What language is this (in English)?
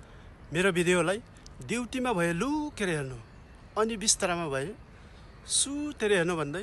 Nepali